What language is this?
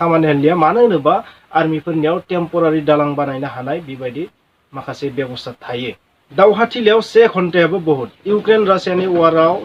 Bodo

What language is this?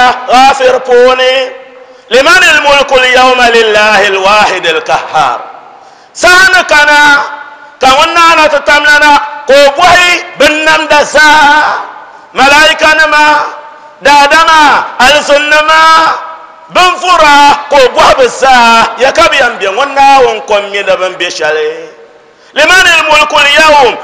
Dagbani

